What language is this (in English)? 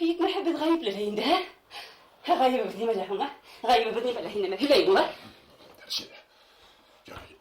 Bashkir